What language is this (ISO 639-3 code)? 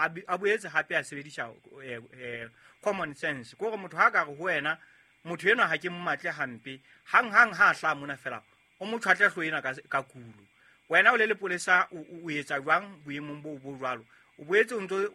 sot